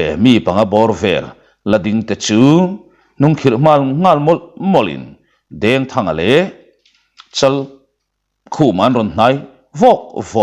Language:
Mizo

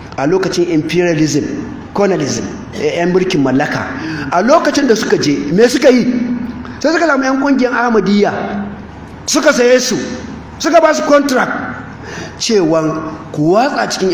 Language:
Hausa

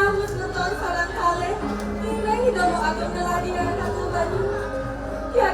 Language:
Balinese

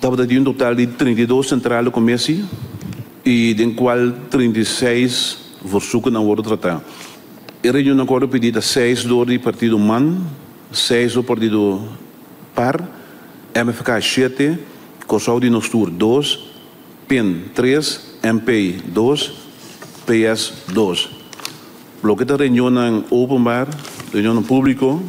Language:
Papiamento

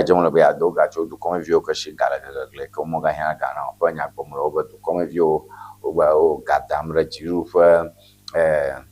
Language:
Ewe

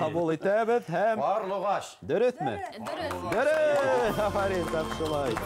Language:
Bashkir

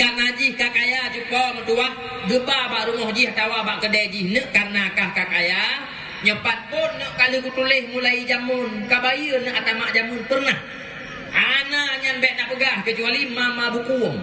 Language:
Achinese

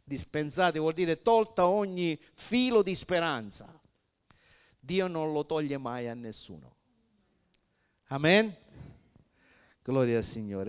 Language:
Italian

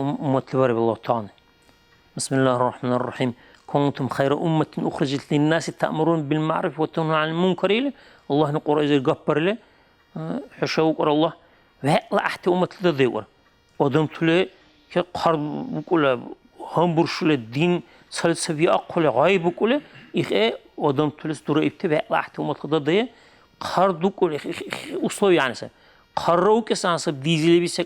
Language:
Dargwa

